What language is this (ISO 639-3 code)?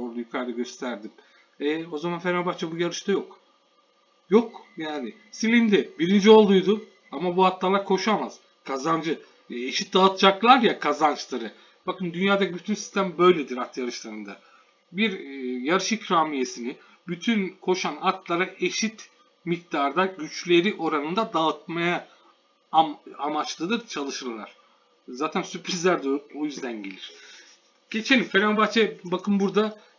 tur